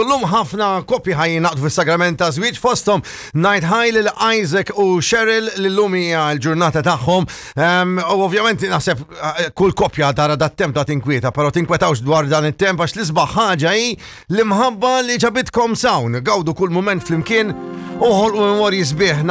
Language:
Maltese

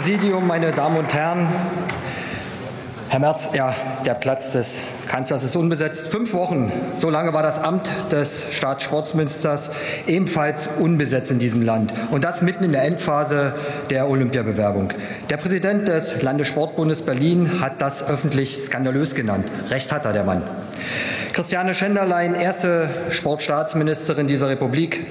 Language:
German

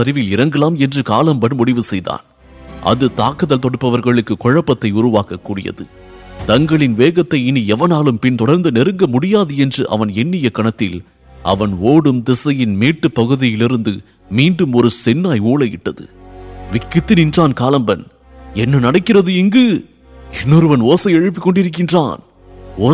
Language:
Tamil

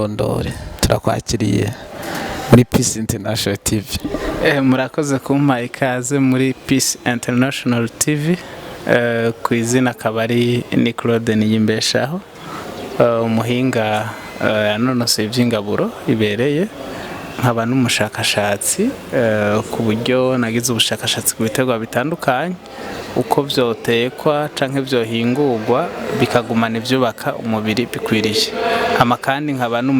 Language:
Rundi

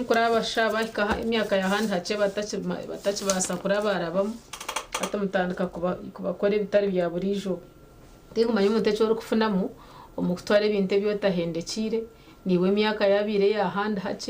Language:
Nyankole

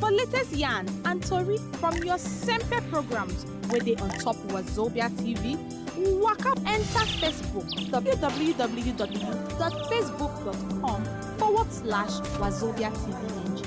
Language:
Nigerian Pidgin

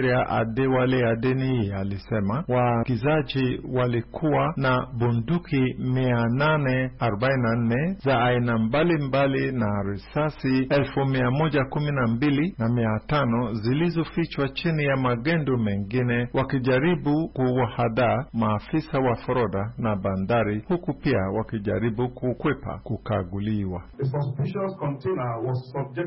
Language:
Swahili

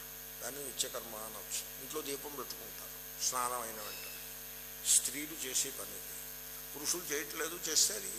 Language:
Telugu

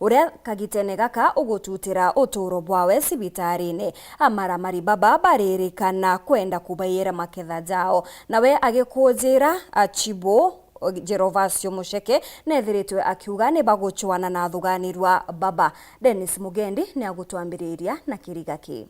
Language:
Meru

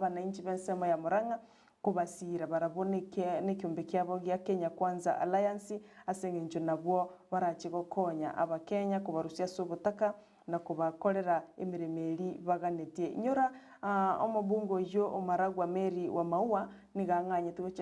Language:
Gusii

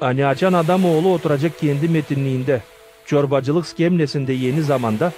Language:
Gagauz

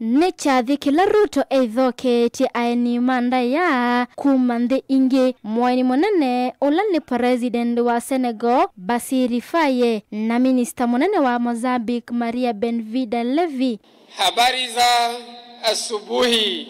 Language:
Kamba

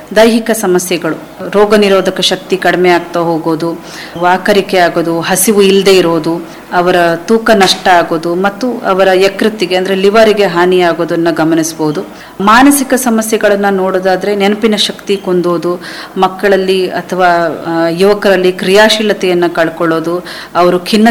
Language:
Kannada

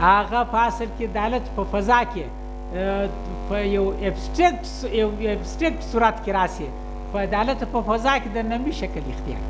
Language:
Pashto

